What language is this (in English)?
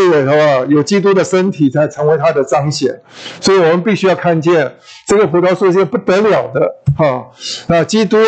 Chinese